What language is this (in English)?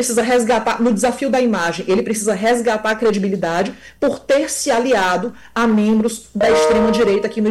Portuguese